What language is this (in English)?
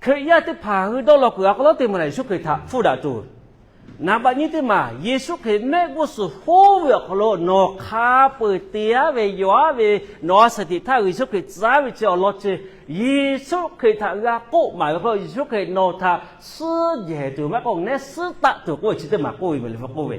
Lahu